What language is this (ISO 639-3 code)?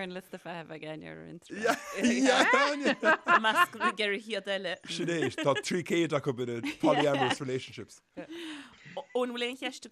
gle